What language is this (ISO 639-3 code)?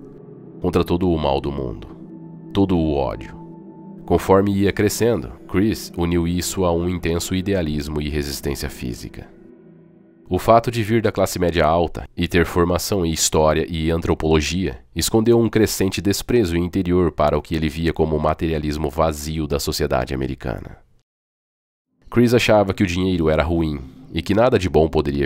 por